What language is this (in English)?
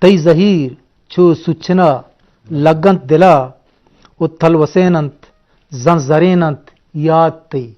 Eastern Balochi